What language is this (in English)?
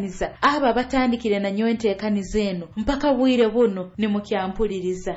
Nyoro